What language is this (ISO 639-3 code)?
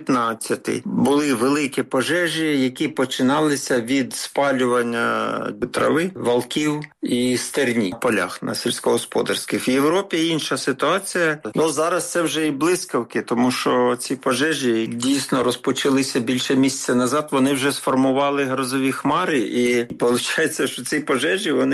ukr